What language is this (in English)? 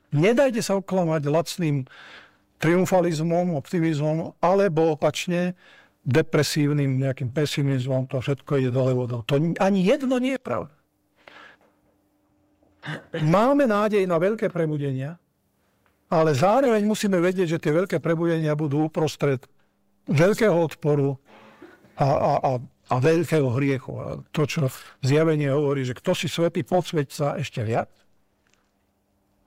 Slovak